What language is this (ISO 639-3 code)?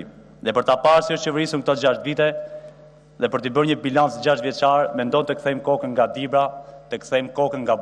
sqi